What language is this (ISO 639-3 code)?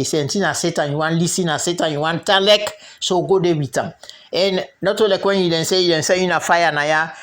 kri